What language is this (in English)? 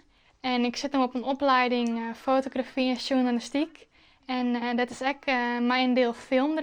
Western Frisian